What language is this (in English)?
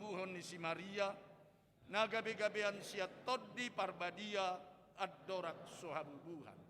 Batak Toba